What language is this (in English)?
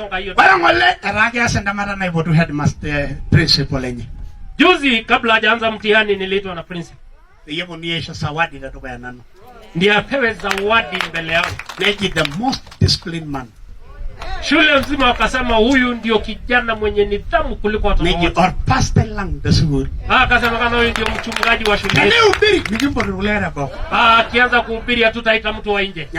Masai